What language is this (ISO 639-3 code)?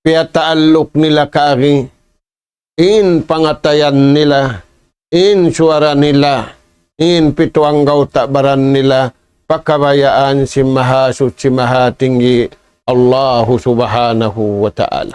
tsg